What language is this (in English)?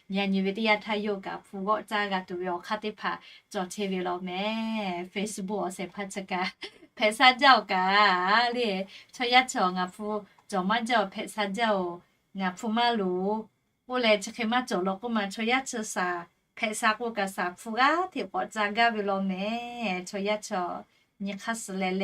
Lahu